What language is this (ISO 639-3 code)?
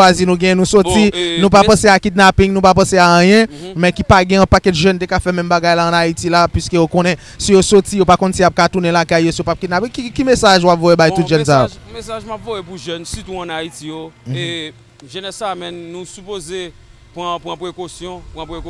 hat